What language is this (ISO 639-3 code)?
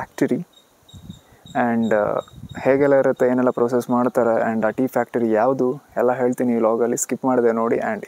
kan